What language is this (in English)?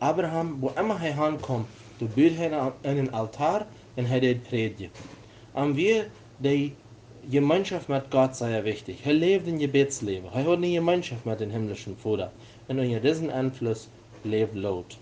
Plautdietsch